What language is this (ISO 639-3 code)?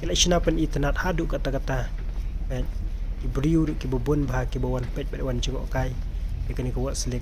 kha